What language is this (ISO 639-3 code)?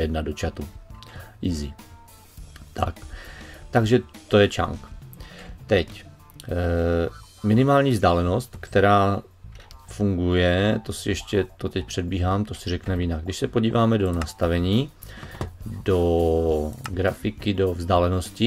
ces